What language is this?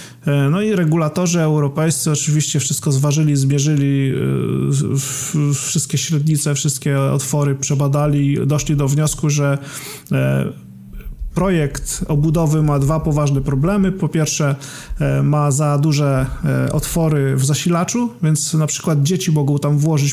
Polish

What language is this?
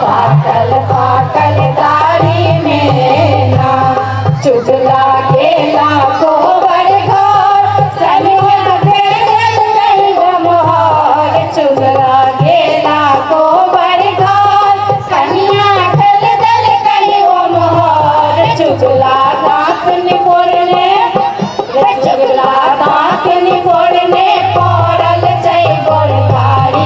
Maithili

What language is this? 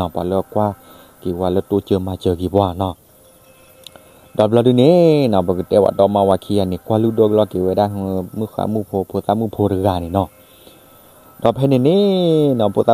S'gaw Karen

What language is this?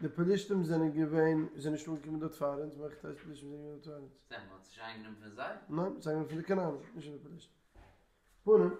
Yiddish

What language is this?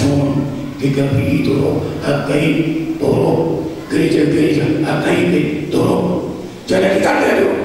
Batak Toba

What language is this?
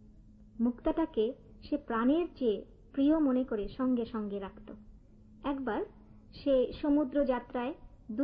Bangla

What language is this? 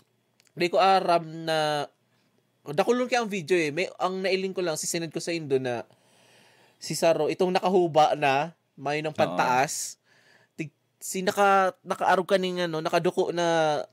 Bikol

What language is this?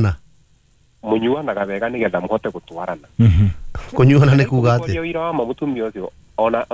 Kikuyu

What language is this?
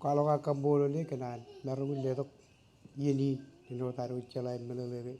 Marshallese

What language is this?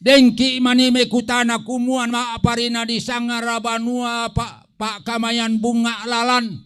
Toraja-Sa'dan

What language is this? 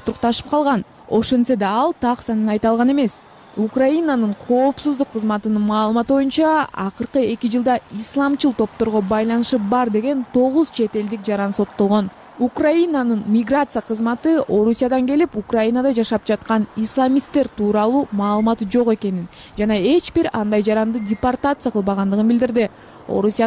Kyrgyz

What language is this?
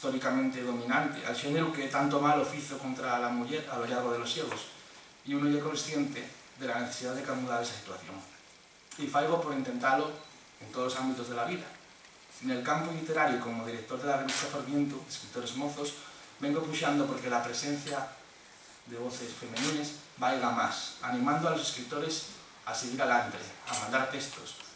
Asturian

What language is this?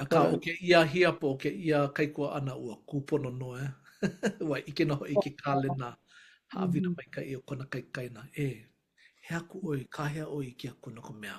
Hawaiian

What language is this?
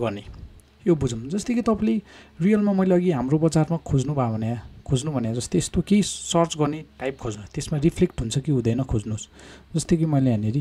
Nepali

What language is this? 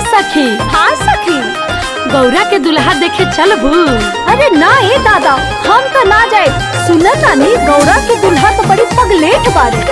Bhojpuri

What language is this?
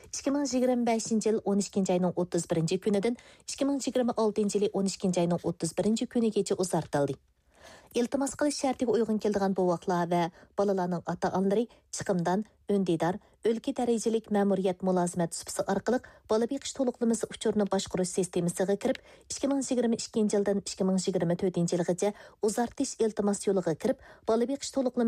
Uyghur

